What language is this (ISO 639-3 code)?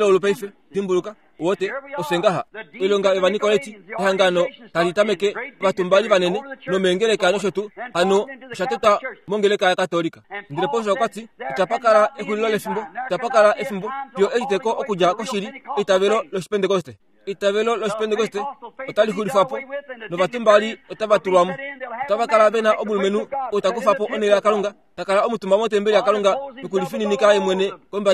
kua